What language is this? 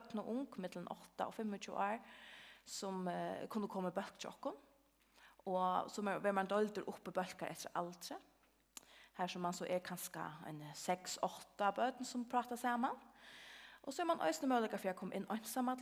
Faroese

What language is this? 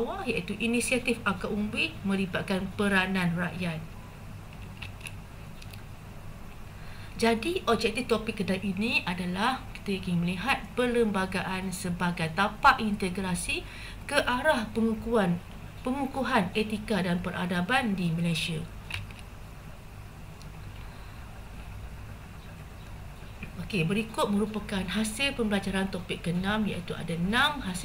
Malay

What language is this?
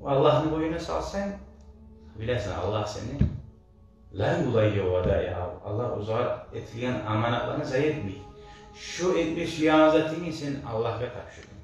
Kumyk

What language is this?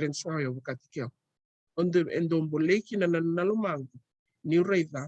Fijian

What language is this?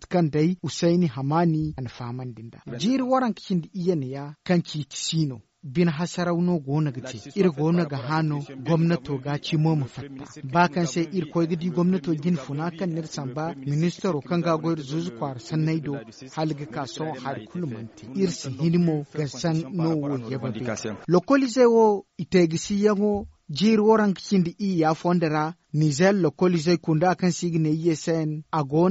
Zarma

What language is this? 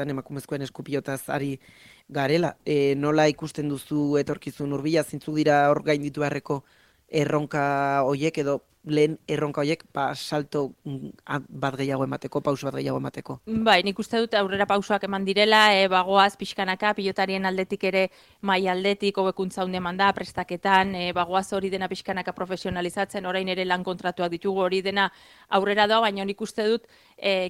Basque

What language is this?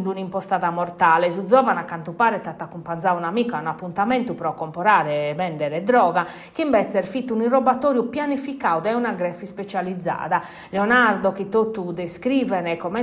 Sardinian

